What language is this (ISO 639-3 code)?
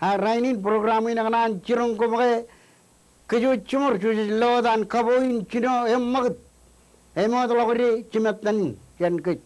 mah